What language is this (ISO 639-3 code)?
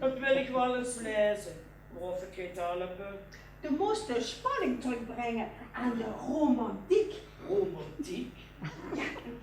lim